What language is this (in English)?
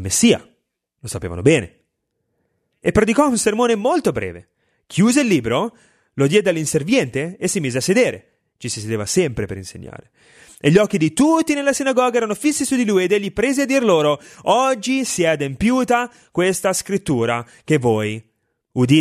Italian